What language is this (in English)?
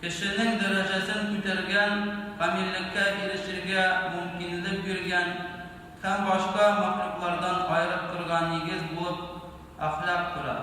Tatar